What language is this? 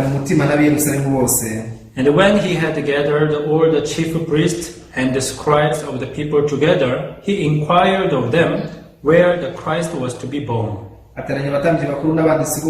Kinyarwanda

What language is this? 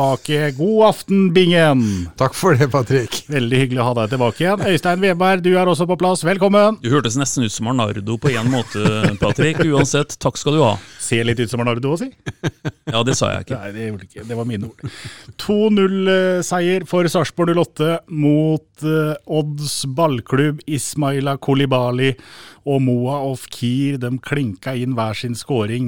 Norwegian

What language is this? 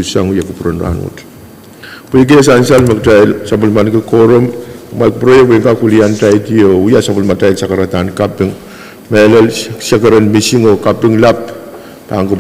Pohnpeian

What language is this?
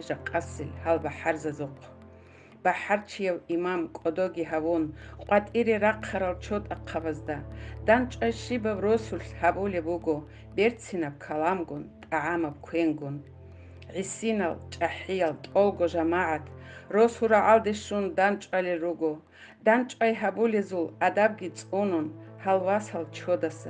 Avaric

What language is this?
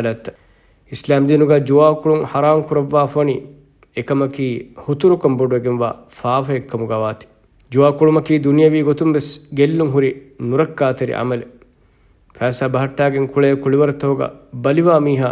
Divehi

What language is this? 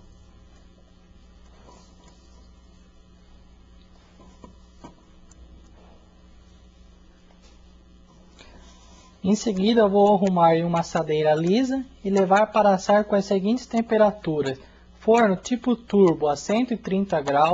Portuguese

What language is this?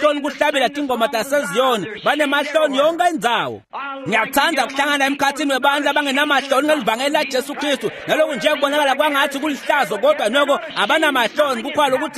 Swati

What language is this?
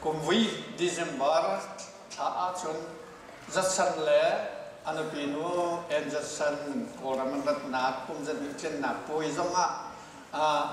Hakha Chin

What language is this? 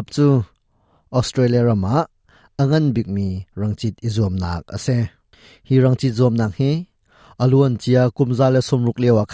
Hakha Chin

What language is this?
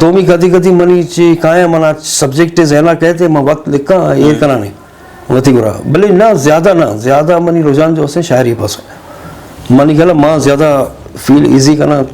Eastern Balochi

